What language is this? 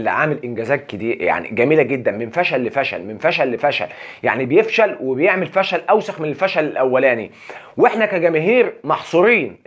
Egyptian Arabic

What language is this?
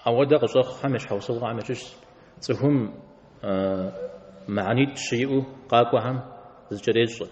Kabardian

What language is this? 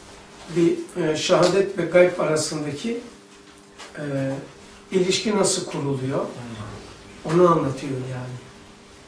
Turkish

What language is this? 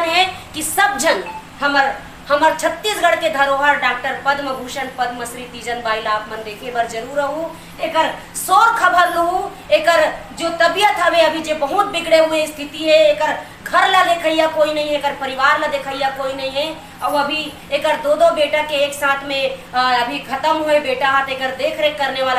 Chhattisgarhi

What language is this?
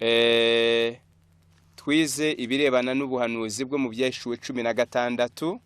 Kinyarwanda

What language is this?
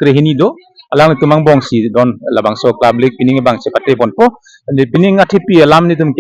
Karbi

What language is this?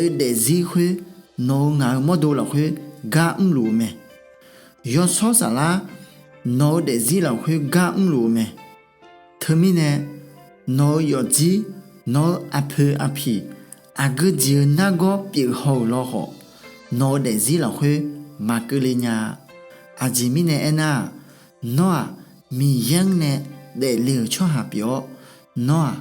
Akha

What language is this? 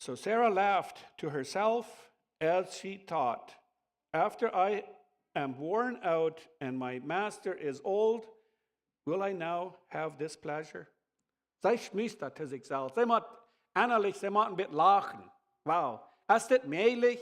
Plautdietsch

